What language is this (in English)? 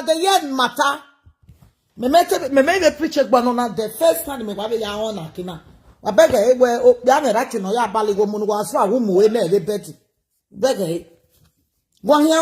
Nigerian Pidgin